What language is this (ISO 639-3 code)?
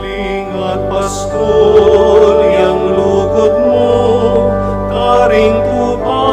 pam